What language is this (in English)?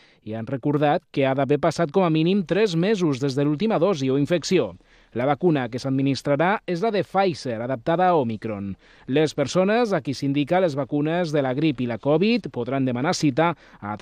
Catalan